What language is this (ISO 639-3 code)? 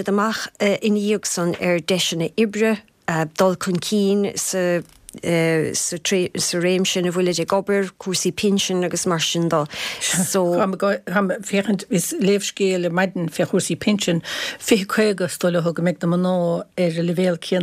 gle